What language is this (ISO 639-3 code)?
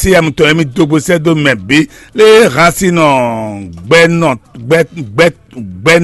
fon